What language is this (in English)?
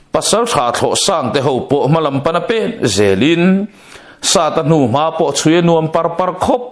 Mizo